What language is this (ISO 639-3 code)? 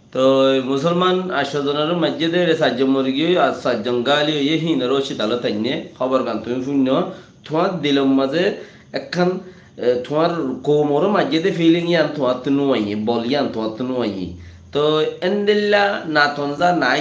rhg